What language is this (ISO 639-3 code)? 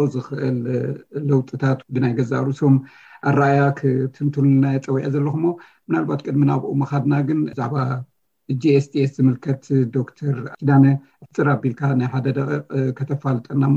tir